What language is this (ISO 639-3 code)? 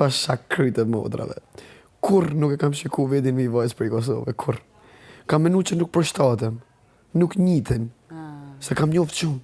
sqi